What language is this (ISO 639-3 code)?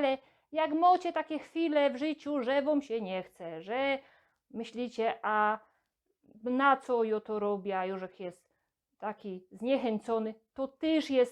szl